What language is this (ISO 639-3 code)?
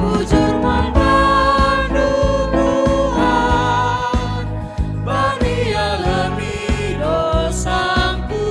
btx